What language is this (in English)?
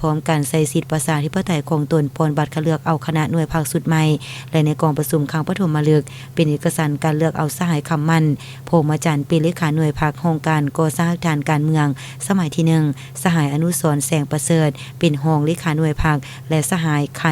Lao